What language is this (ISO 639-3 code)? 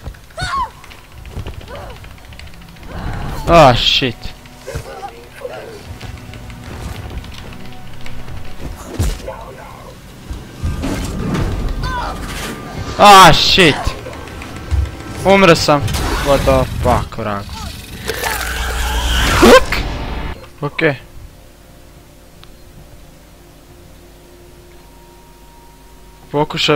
hrv